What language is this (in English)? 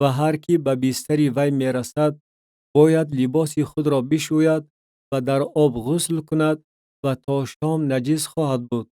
Tajik